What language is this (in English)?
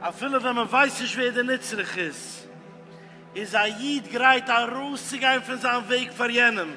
Yiddish